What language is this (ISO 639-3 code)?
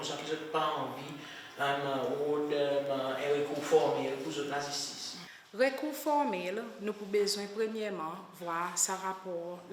crs